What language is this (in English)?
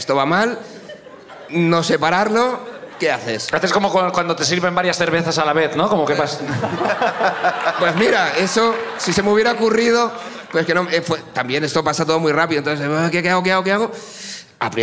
Spanish